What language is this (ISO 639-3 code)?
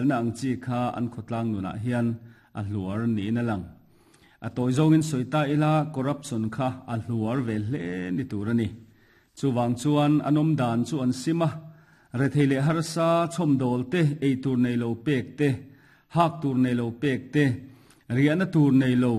lus